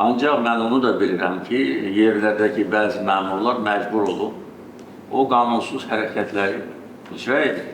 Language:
Azerbaijani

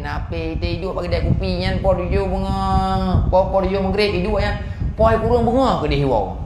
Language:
Achinese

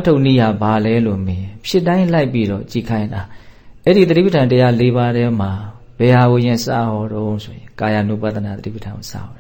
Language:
Burmese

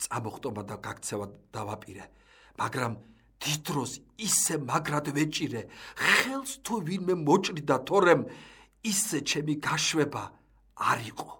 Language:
Georgian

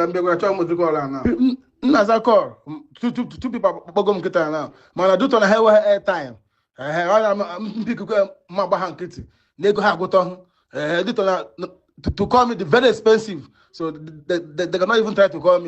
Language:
Igbo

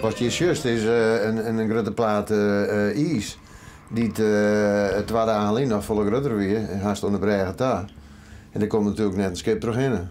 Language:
Western Frisian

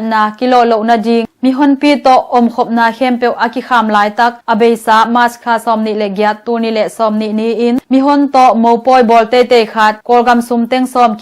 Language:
Tedim Chin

